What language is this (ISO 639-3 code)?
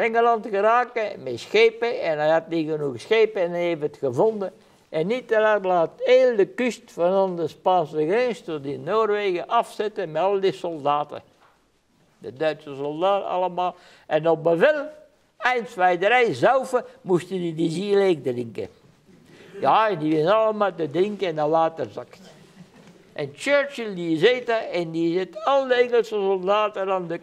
nld